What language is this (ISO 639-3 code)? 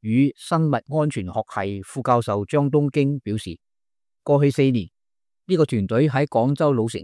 yue